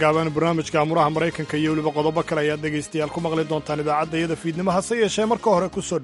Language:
Somali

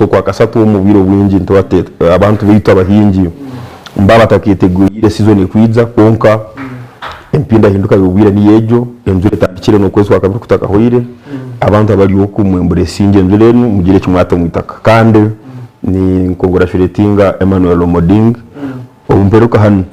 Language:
Nyankole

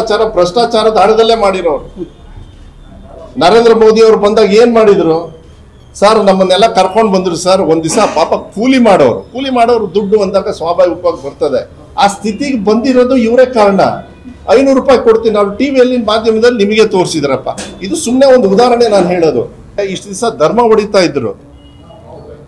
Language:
Kannada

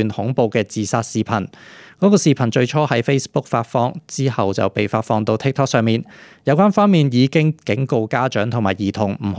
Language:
Cantonese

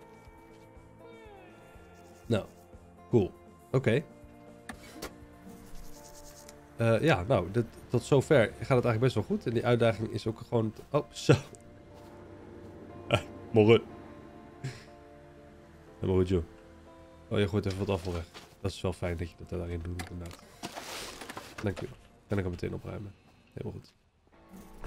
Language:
Dutch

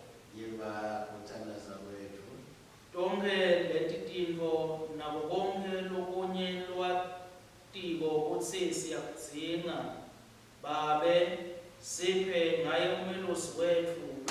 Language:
Swati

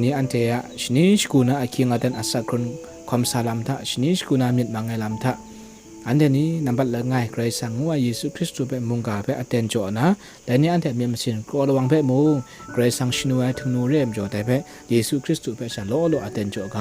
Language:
Kachin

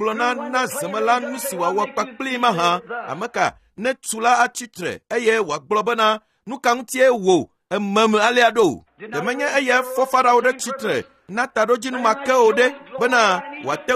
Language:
Ewe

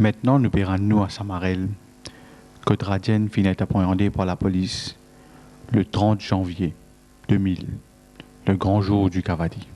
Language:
Morisyen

